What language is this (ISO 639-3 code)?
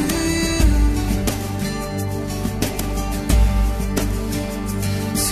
est